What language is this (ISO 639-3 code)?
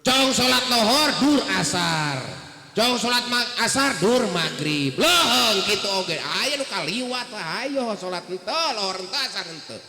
sun